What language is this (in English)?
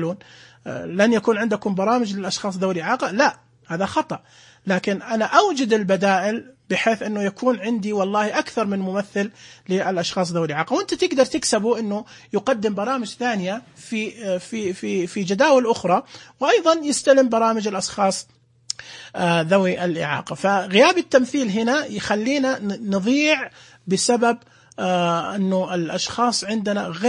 Najdi Arabic